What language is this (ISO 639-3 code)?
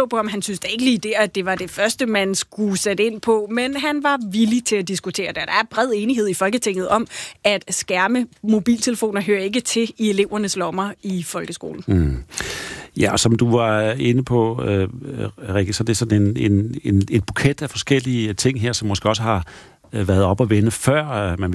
dan